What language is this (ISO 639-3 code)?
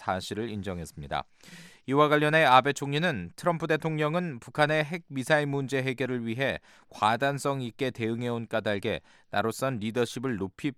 kor